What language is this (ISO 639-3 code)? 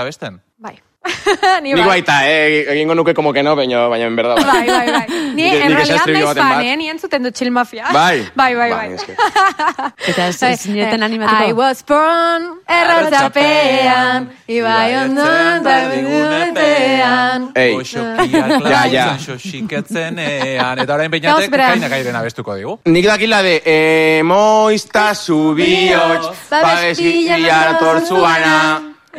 eus